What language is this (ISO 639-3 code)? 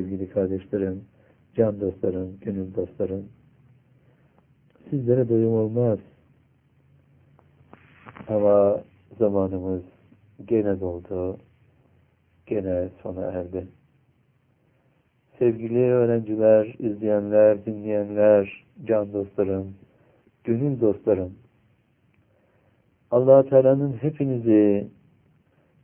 tur